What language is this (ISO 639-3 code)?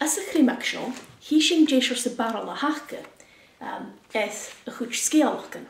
gla